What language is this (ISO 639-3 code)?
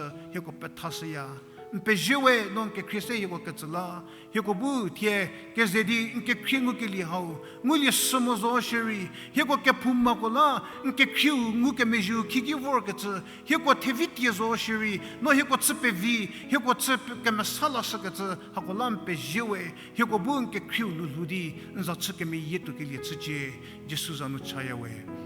njm